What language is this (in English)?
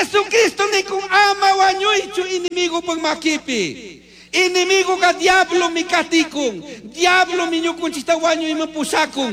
Chimborazo Highland Quichua